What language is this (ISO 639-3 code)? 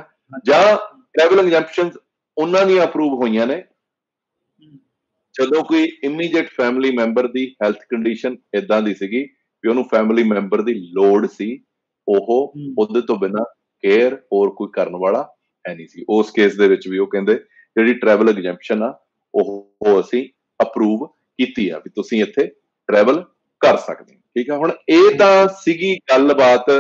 pan